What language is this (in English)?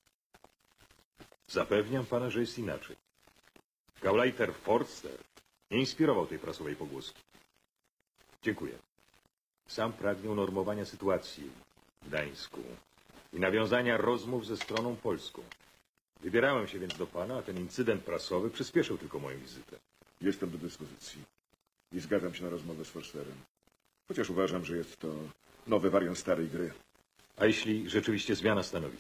Polish